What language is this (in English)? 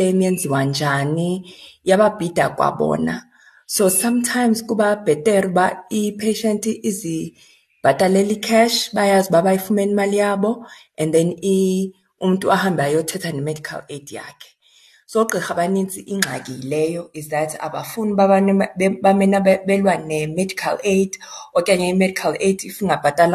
Xhosa